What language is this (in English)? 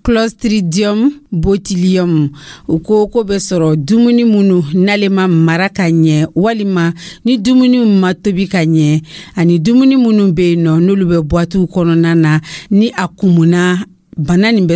Dyula